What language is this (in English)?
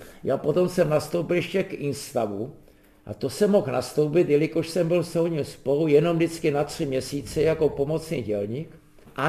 Czech